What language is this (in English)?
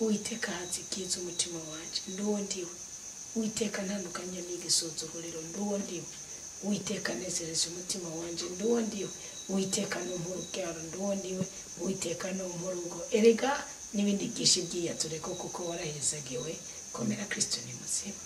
Rundi